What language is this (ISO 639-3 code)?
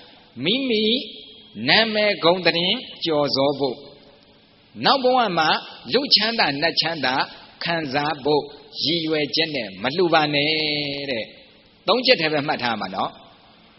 mya